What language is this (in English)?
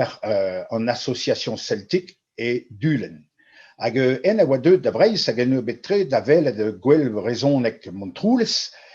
Breton